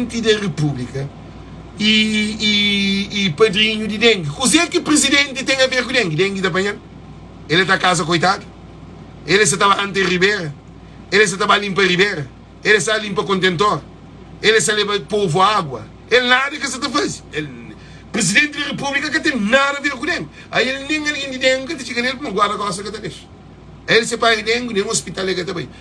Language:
Kabuverdianu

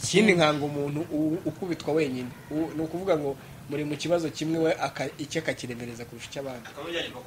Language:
Kinyarwanda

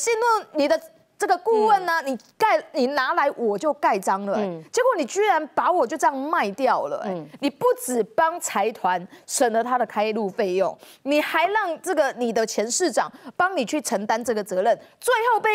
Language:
Chinese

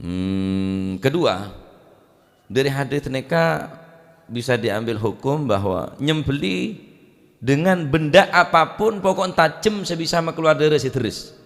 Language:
Madurese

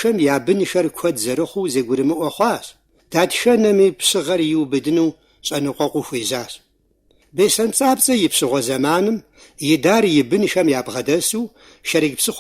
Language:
Kabardian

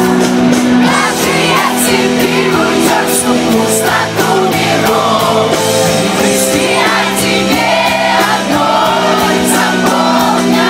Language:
Russian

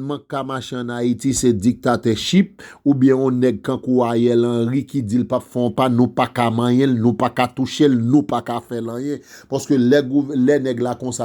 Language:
Haitian Creole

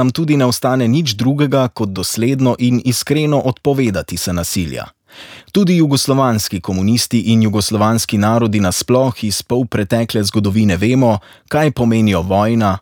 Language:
Slovenian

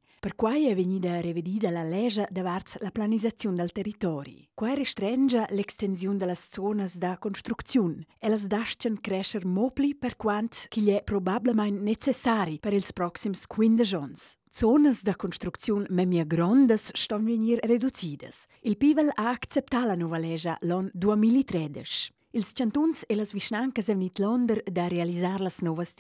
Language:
Romansh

